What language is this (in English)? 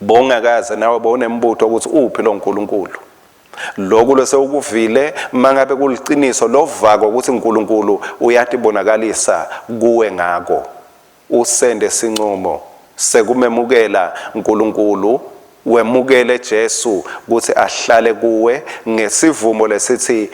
Swati